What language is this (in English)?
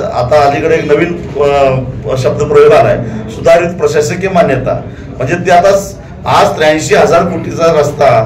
Marathi